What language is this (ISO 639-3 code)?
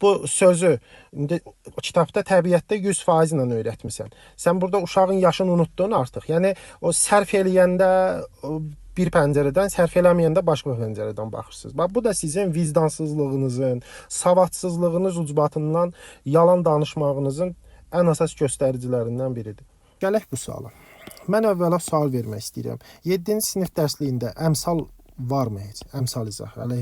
aze